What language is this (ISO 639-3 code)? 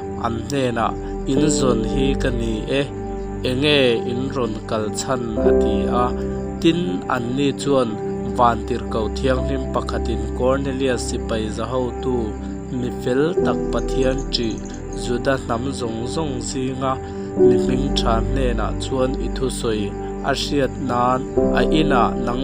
lus